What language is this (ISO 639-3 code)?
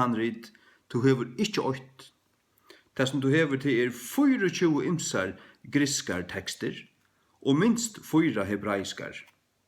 fao